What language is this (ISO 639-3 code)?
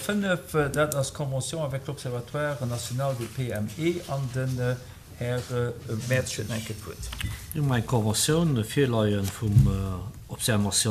ltz